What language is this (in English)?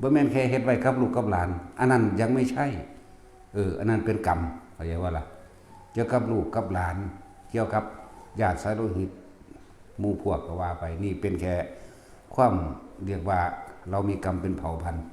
Northeastern Thai